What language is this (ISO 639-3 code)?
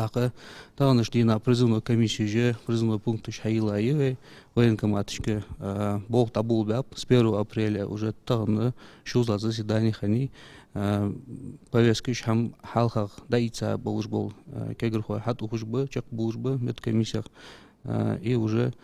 inh